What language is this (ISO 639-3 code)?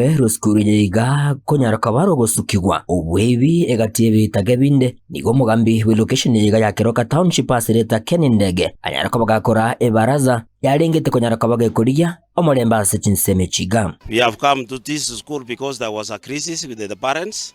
guz